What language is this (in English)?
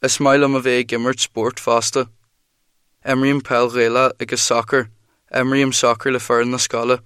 Irish